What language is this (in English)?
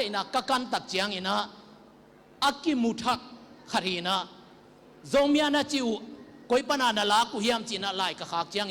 Tedim Chin